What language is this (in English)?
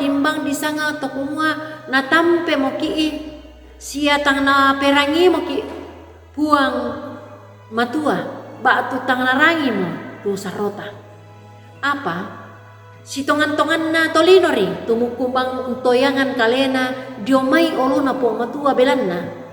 Toraja-Sa'dan